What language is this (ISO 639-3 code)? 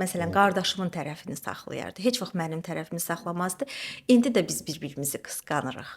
aze